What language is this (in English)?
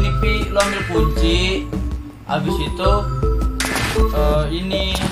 Indonesian